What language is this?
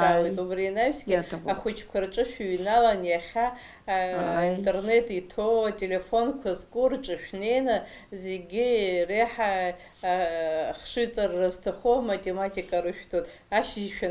Abkhazian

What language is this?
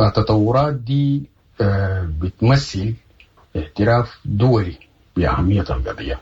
Sudanese Arabic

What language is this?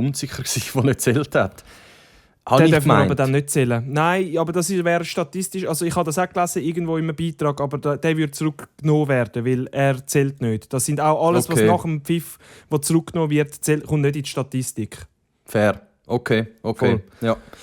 Swiss German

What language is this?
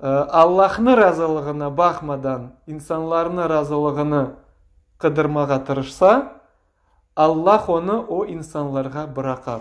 Crimean Tatar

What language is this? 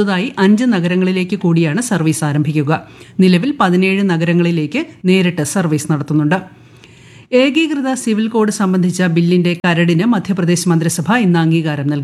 Malayalam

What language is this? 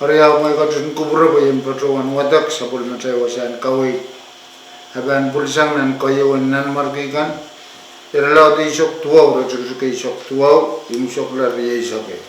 Pohnpeian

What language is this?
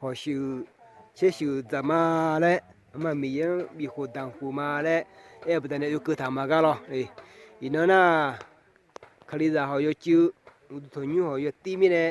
Akha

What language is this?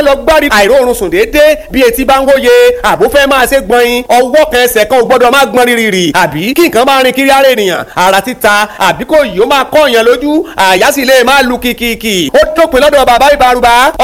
Yoruba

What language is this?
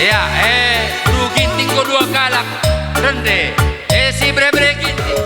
Batak Karo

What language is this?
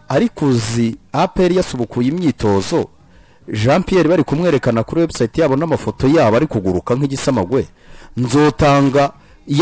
Kinyarwanda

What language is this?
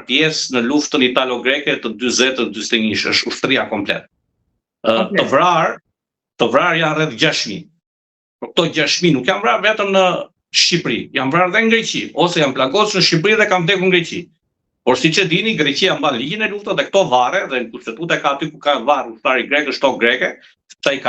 Albanian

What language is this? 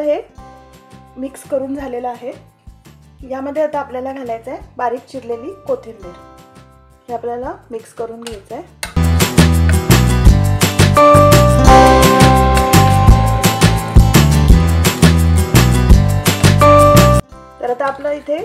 Marathi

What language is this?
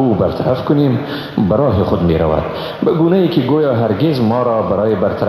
Persian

